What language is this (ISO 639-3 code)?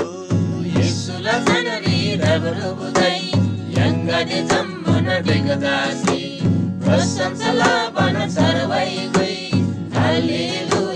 taj